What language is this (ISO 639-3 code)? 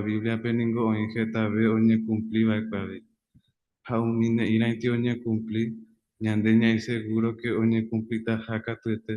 grn